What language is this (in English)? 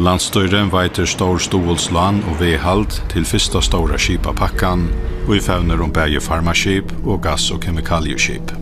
Faroese